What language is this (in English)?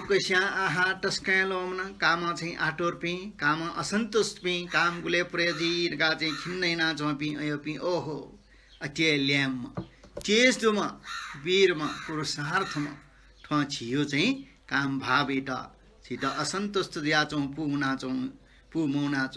Newari